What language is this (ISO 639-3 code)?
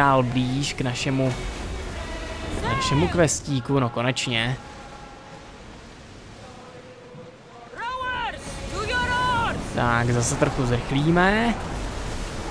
ces